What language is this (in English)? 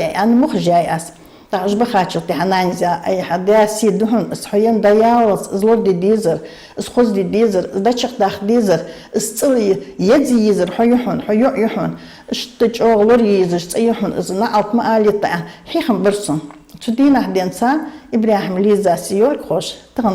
Ingush